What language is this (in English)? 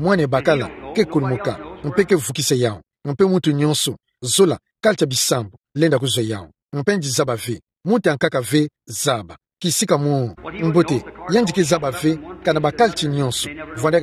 Kituba (Democratic Republic of Congo)